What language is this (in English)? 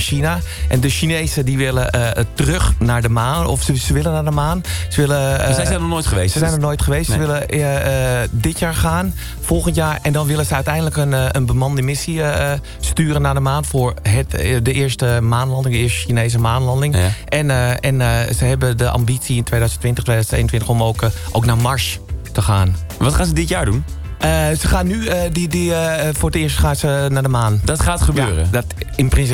Dutch